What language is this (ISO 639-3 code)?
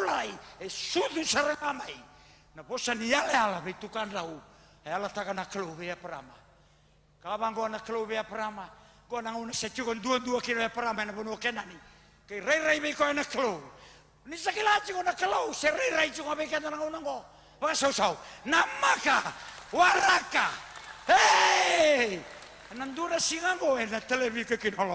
fij